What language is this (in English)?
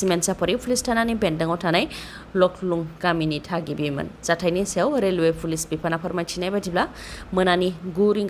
Bodo